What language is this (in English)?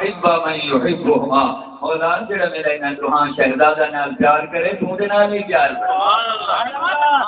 Saraiki